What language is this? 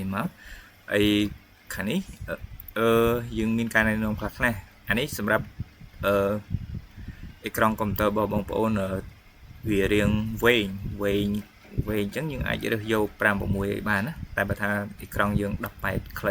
Khmer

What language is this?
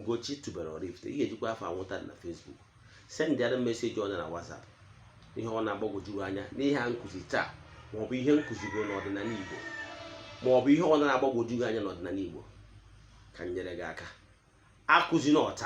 Igbo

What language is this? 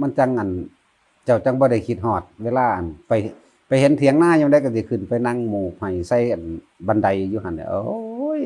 Northeastern Thai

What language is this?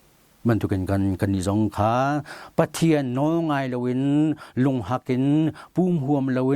Hakha Chin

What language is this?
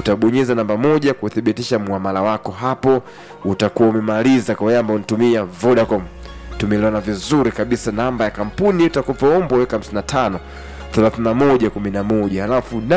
Swahili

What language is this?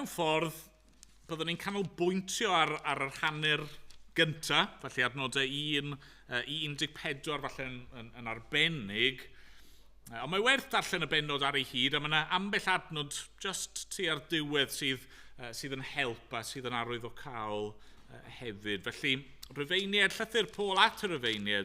Welsh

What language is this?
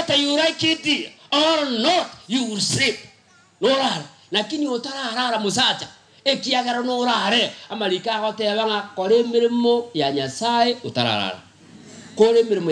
Gusii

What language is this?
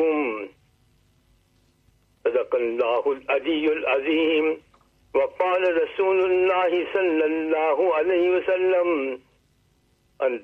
Urdu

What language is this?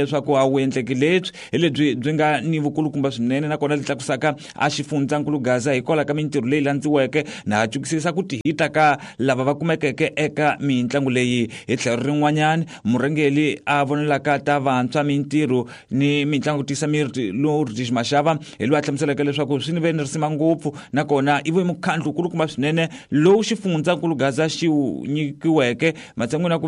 Tsonga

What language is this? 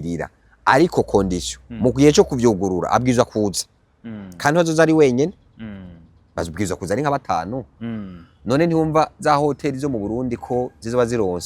Rundi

